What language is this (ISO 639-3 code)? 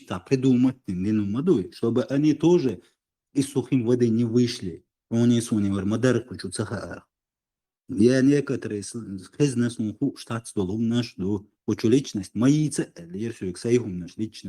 che